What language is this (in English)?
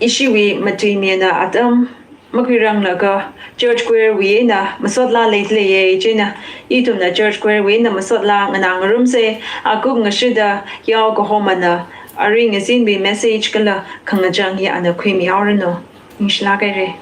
Tangkhul Naga (India)